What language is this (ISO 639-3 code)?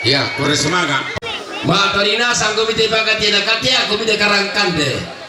sda